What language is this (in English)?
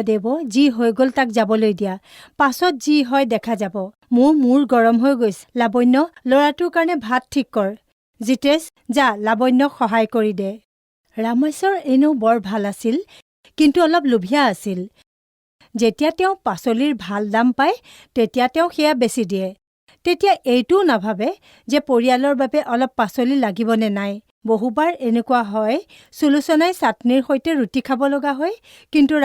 Assamese